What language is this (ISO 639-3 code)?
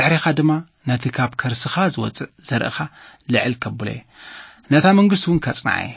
tir